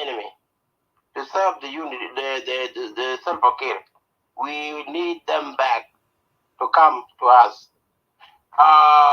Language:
Nuer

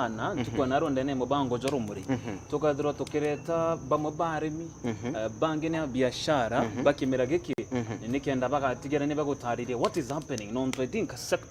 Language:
Meru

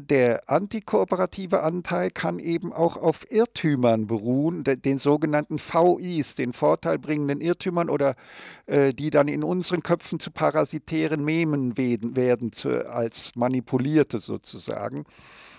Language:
German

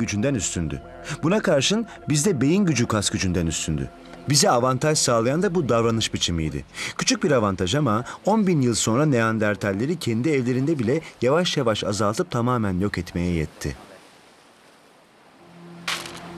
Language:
Turkish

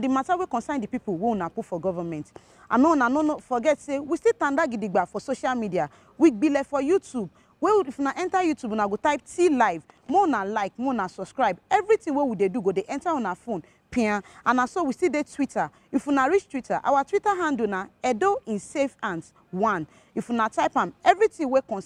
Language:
Nigerian Pidgin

